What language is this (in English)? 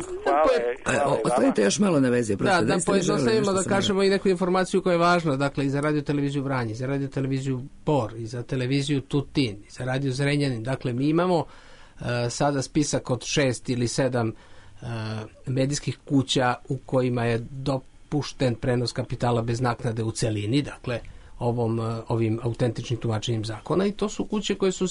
Serbian